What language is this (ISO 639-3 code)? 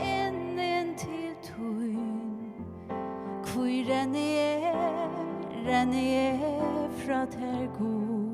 fao